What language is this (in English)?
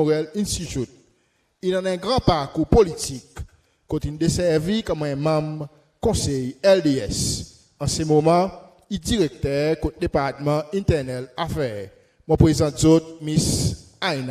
Seselwa Creole French